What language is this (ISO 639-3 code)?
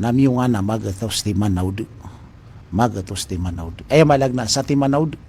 mrw